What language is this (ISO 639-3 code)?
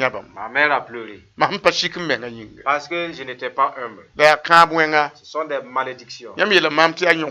mos